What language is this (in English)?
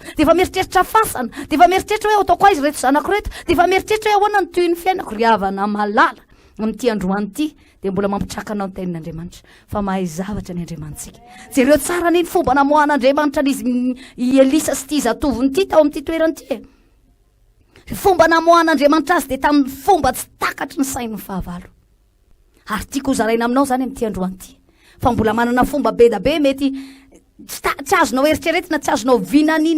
Malagasy